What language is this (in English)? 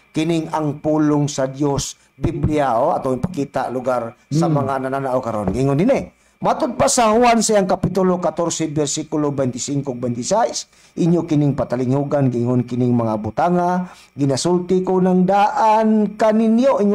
Cebuano